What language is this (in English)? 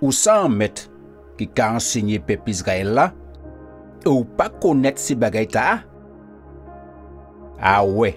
Guadeloupean Creole French